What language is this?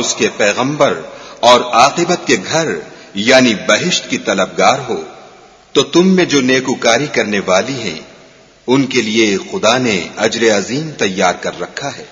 Urdu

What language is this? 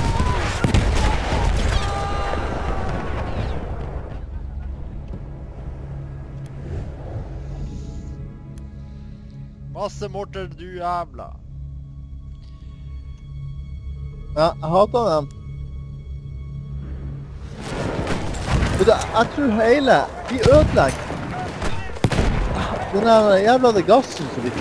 Norwegian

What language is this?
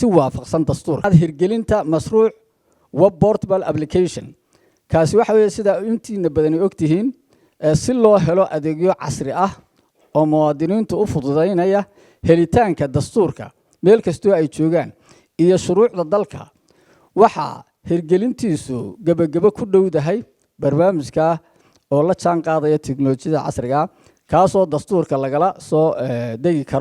Somali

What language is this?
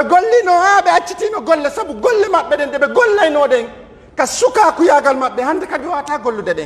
Pular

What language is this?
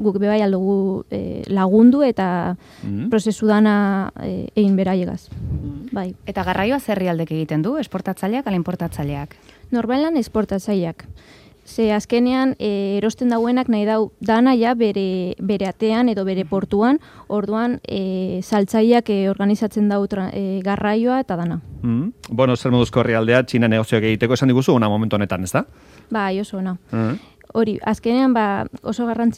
Basque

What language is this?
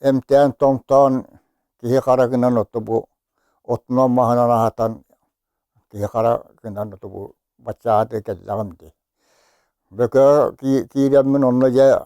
Yakut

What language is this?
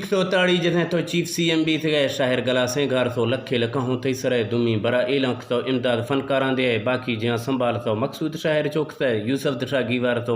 Eastern Balochi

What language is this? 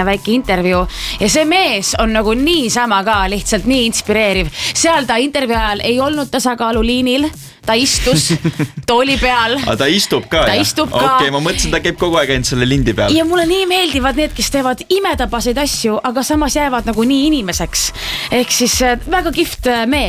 Estonian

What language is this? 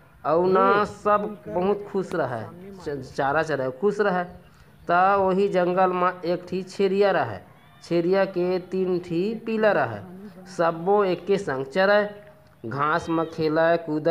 Chhattisgarhi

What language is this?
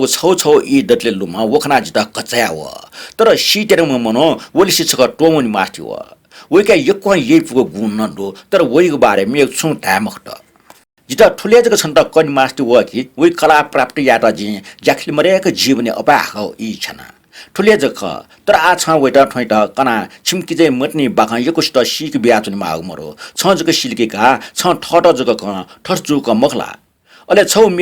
Newari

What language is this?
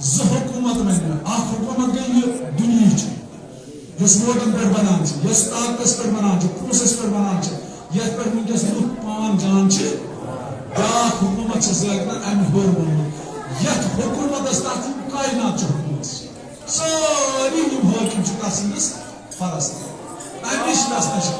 Kashmiri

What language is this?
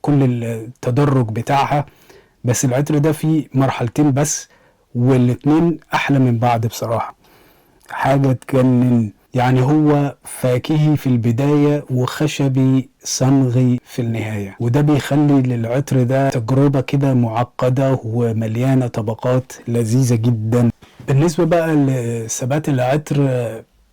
Egyptian Arabic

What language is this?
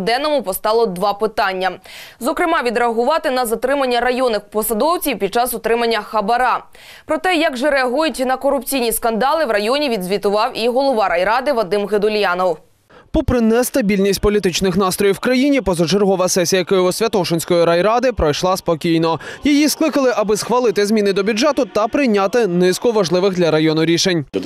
Ukrainian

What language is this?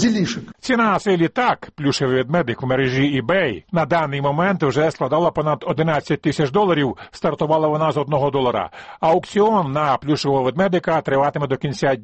Ukrainian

